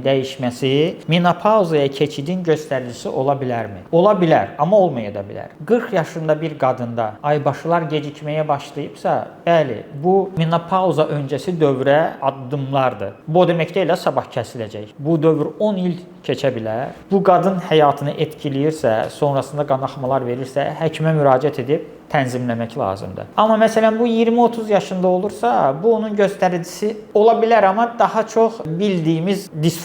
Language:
Azerbaijani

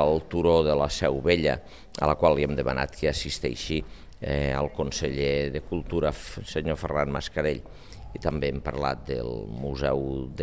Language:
Catalan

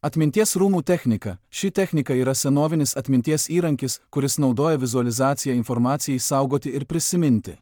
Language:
Lithuanian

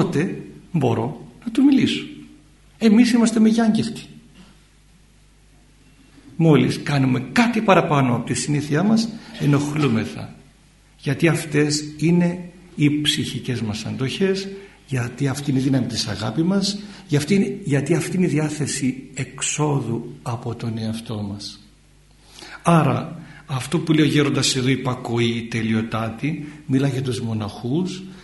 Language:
Greek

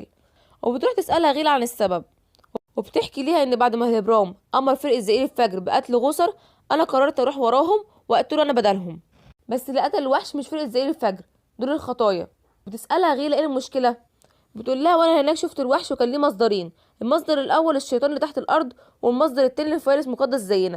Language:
Egyptian Arabic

